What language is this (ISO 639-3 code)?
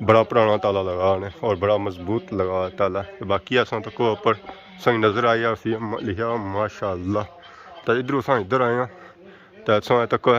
phr